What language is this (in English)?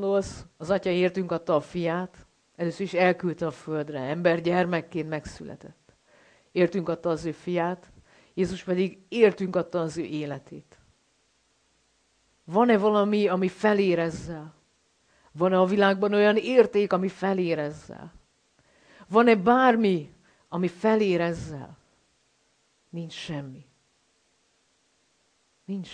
Hungarian